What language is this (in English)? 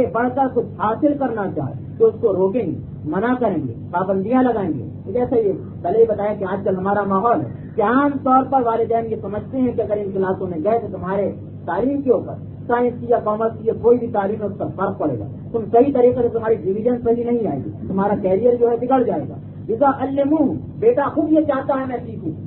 Urdu